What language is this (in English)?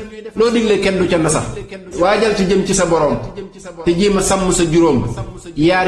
Wolof